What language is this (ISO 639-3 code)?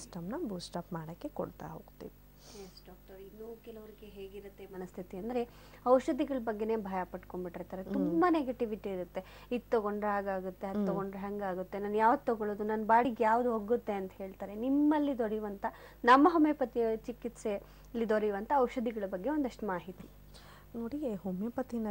kan